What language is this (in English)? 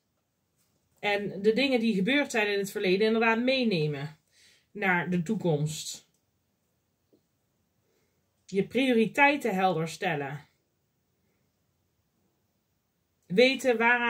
Dutch